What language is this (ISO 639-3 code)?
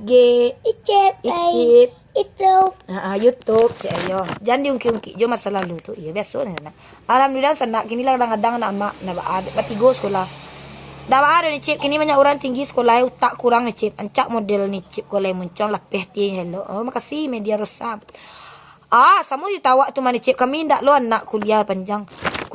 min